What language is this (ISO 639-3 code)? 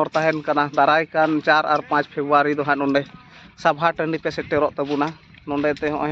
sat